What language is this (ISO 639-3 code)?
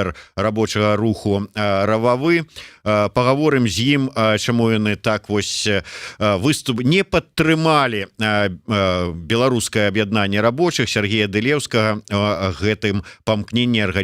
bel